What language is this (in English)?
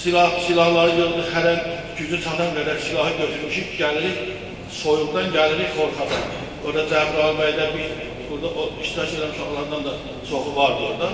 Azerbaijani